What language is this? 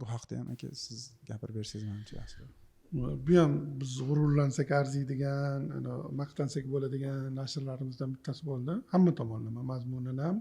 Uzbek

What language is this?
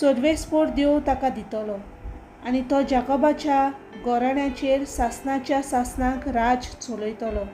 Konkani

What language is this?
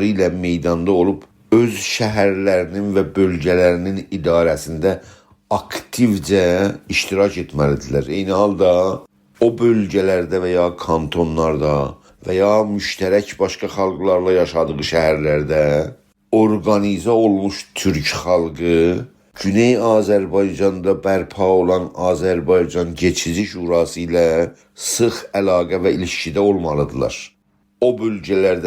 South Azerbaijani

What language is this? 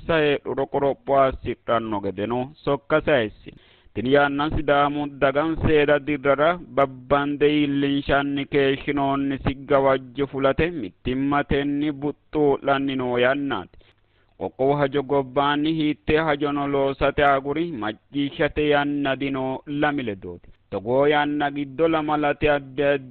Sidamo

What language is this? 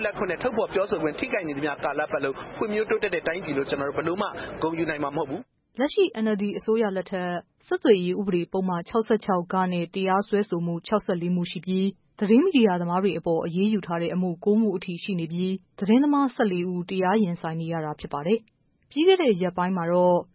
Burmese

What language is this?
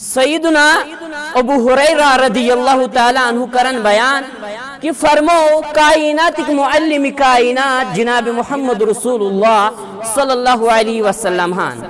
Kashmiri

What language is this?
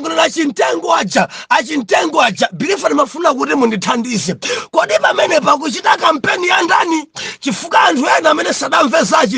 Nyanja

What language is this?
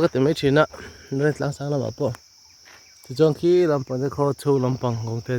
Mizo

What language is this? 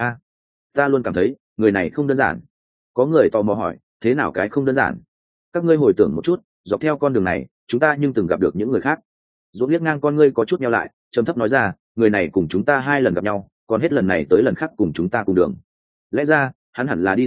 Vietnamese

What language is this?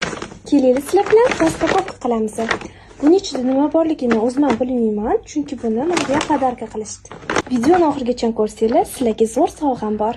Uzbek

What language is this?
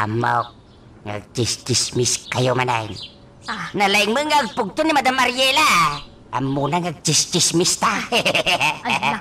Iloko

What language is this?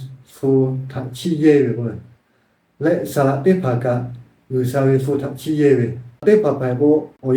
Lahu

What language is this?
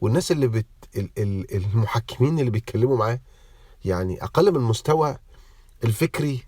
Egyptian Arabic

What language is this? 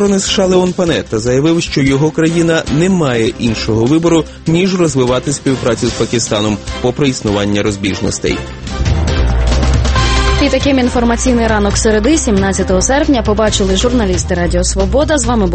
Ukrainian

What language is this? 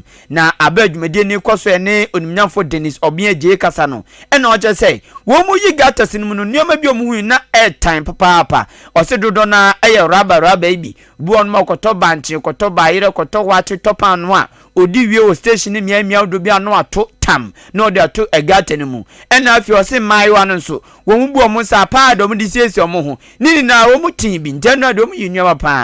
Akan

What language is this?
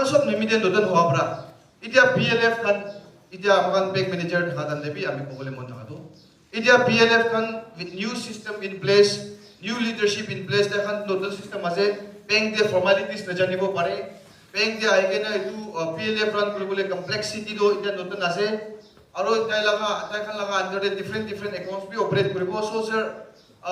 Naga Pidgin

